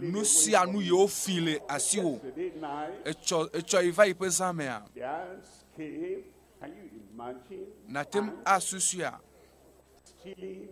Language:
Ewe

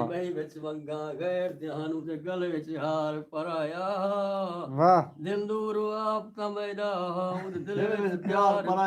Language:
Saraiki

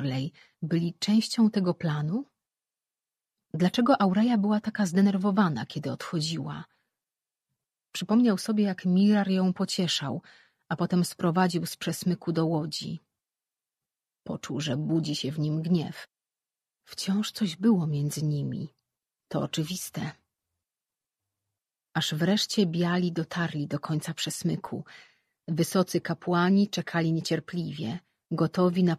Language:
Polish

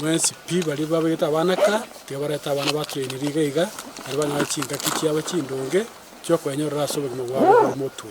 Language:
Gusii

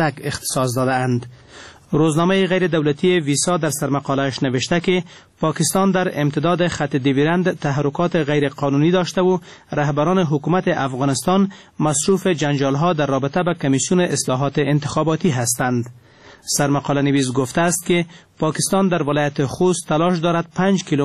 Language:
Persian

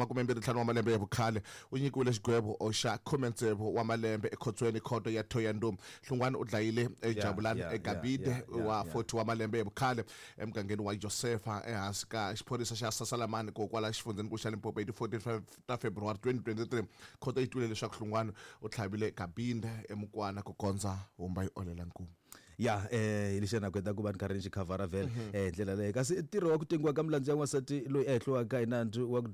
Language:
Tsonga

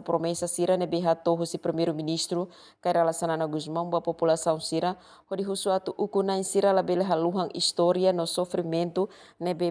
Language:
Tetum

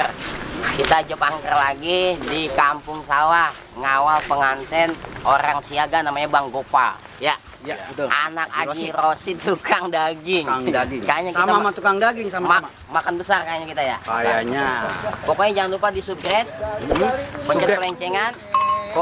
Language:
Betawi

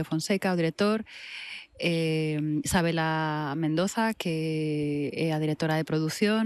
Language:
Galician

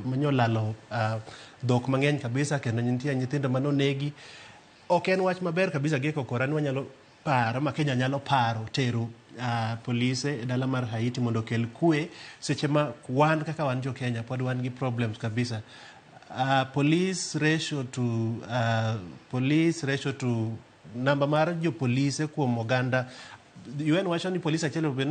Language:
Luo (Kenya and Tanzania)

